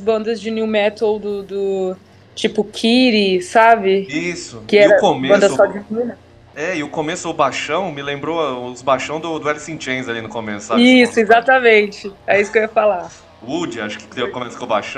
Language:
Portuguese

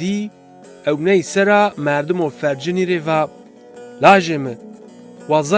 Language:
Zaza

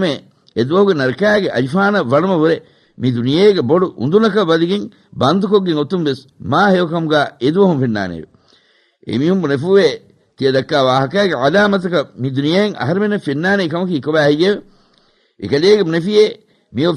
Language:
Divehi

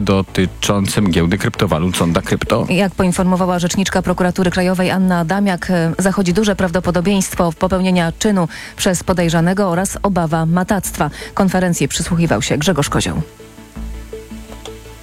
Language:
Polish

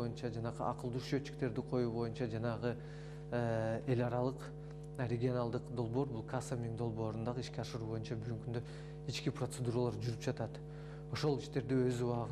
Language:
Kyrgyz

